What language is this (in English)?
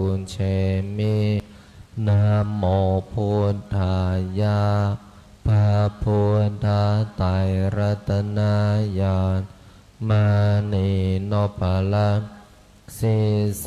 Pali